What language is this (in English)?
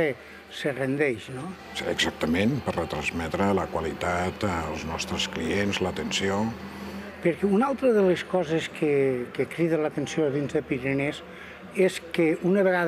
Catalan